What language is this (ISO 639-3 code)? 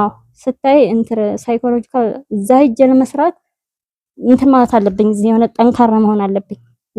amh